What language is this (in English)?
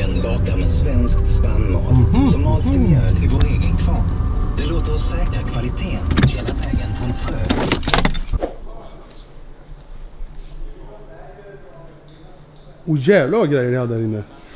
Swedish